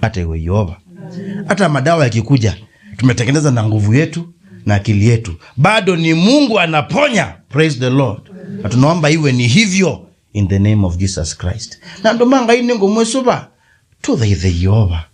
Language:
Kamba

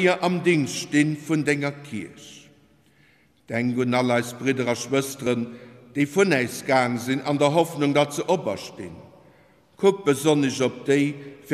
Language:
Luxembourgish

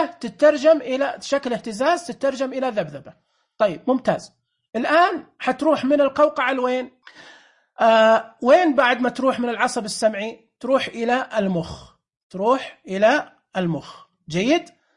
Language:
Najdi Arabic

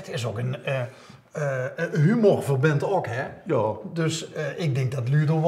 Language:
Limburgish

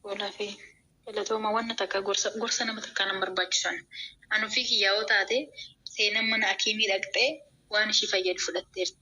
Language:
Oromo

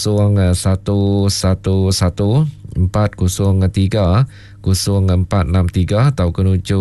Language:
Iban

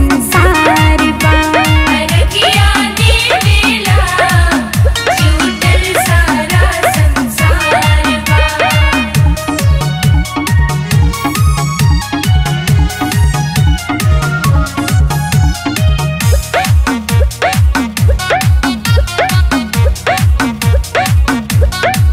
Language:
Bhojpuri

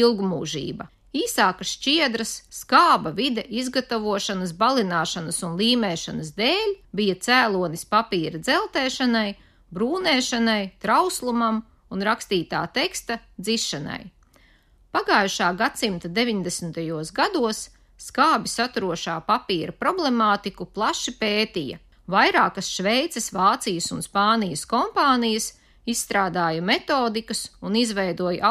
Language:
Latvian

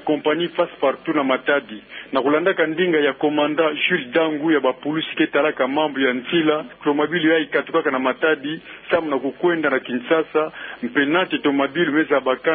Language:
Kituba (Democratic Republic of Congo)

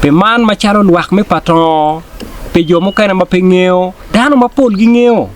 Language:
Acoli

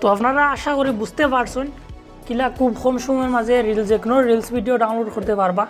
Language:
Sylheti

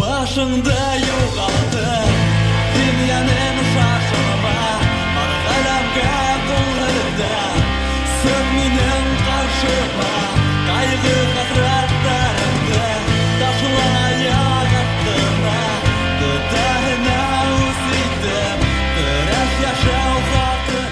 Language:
Bashkir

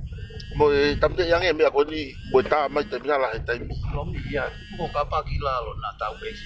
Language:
Tongan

